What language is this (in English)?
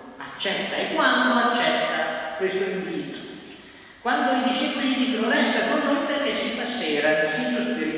Italian